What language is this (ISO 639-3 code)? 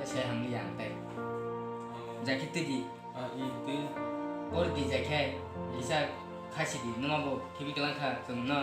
trp